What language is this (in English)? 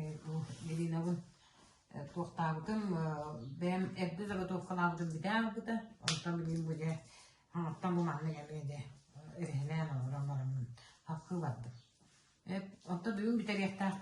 Yakut